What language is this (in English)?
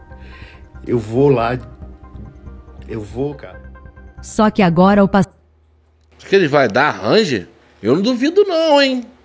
Portuguese